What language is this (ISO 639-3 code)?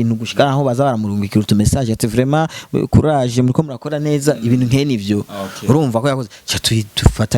run